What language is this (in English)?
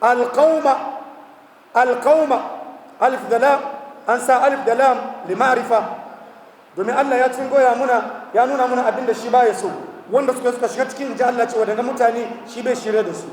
Hausa